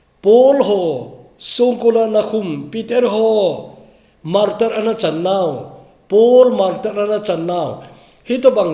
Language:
Thado Chin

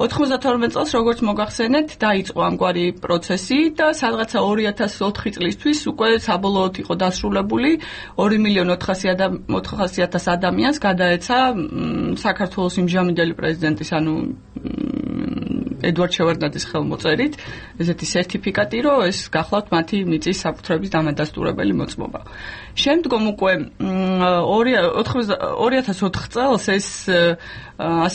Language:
Georgian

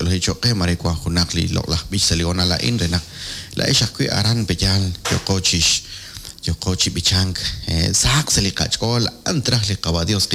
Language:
Kekchí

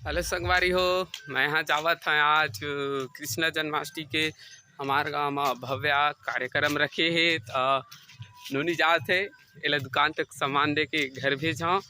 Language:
Chhattisgarhi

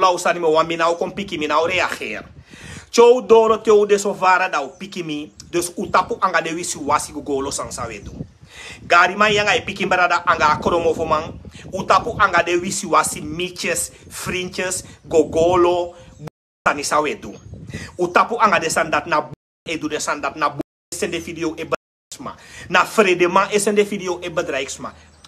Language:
Sranan Tongo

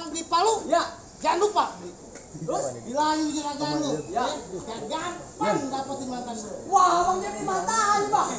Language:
Betawi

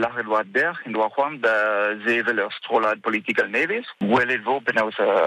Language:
Breton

